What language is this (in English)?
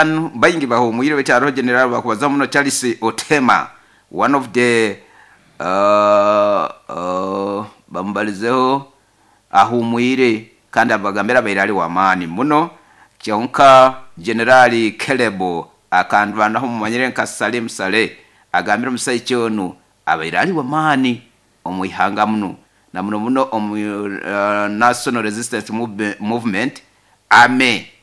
Nyoro